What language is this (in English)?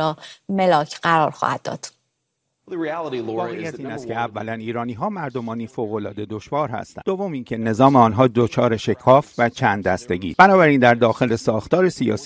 Persian